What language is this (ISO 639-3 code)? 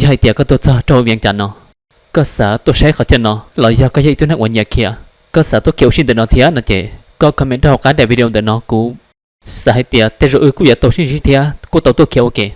hmn